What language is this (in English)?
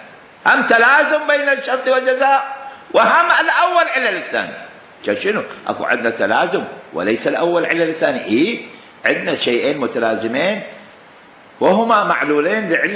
Mesopotamian Arabic